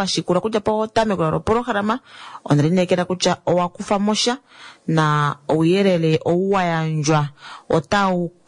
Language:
Kuanyama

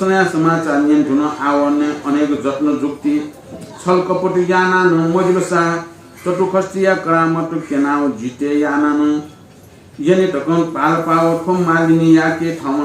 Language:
Newari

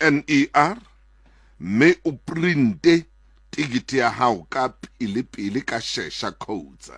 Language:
Southern Sotho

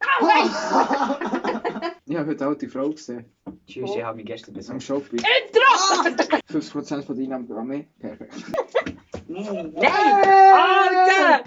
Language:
Swiss German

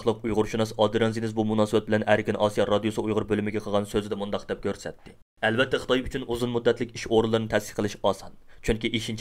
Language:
Uyghur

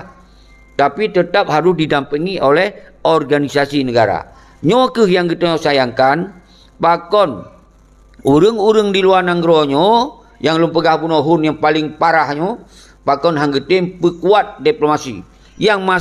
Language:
Achinese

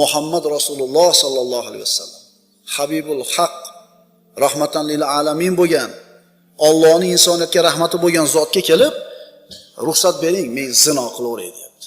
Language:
Uzbek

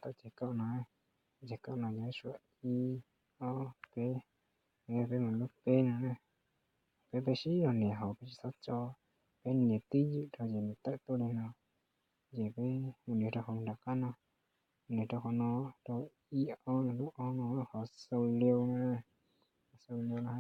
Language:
Hmong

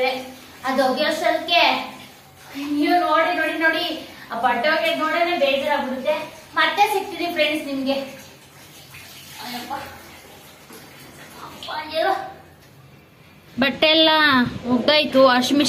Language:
Kannada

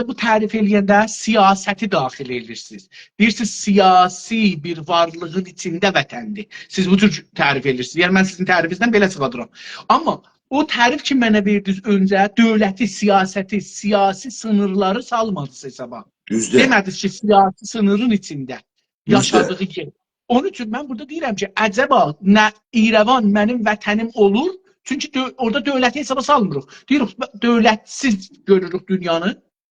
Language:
South Azerbaijani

